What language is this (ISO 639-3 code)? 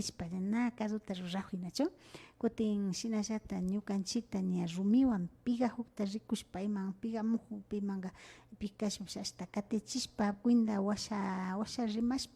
qvi